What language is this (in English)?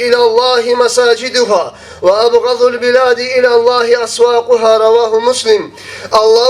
Kumyk